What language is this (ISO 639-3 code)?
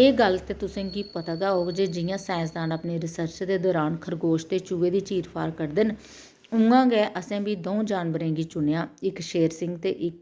doi